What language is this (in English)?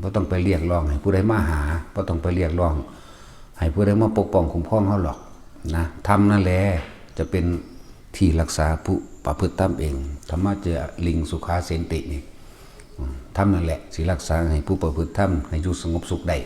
Northeastern Thai